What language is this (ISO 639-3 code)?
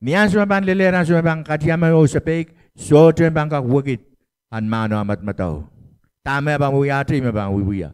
pon